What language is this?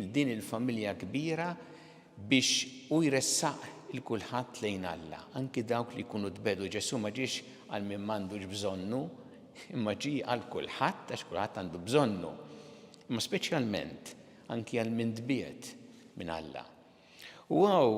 Maltese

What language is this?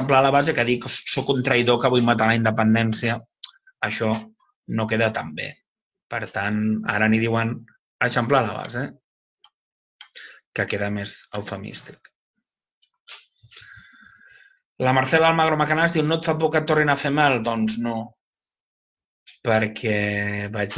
Catalan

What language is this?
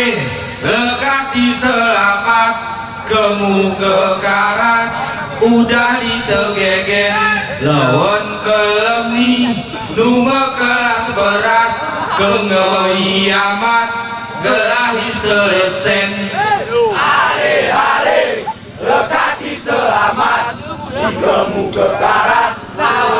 Gayo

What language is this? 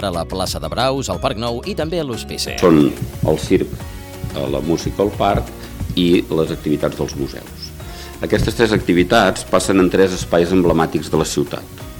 Catalan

